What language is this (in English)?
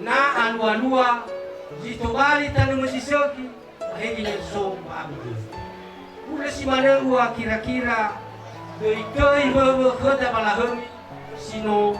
Nias